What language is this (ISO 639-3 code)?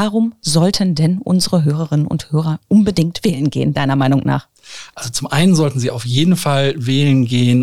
deu